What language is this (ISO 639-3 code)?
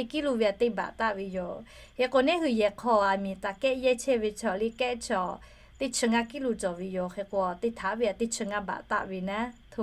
lhu